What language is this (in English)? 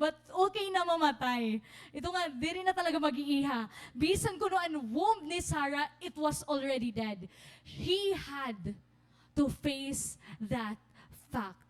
Waray